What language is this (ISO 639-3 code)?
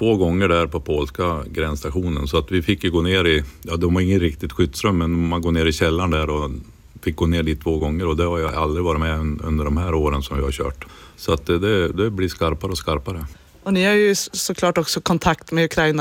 swe